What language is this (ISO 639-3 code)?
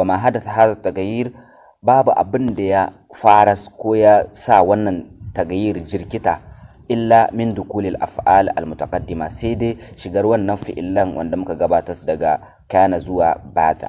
hau